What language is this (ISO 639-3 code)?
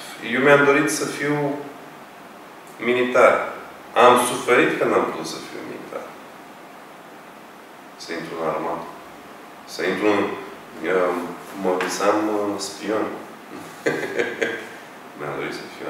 ron